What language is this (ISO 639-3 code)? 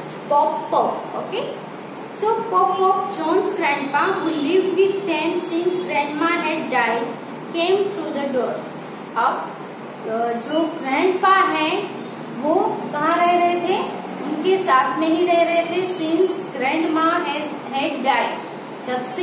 hin